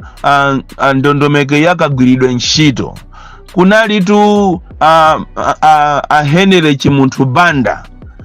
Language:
Nyanja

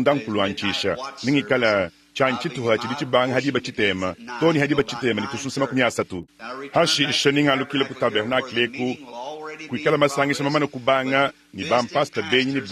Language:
Luba-Lulua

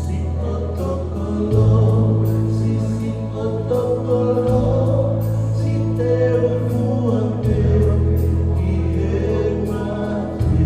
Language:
Tongan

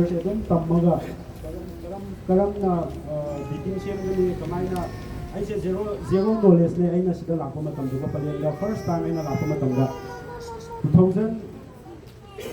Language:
Manipuri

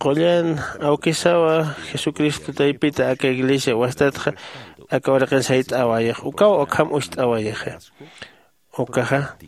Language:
Aymara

